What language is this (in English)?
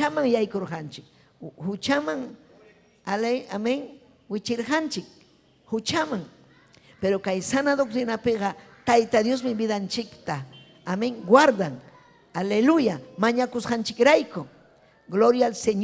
Ayacucho Quechua